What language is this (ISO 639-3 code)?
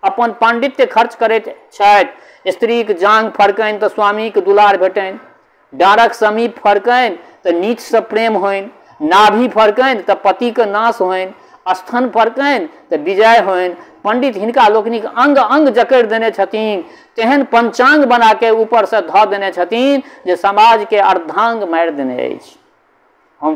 mai